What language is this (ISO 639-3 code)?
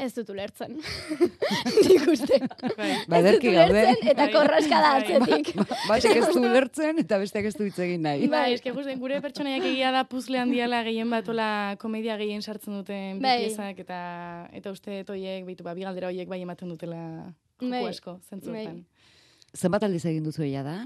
eus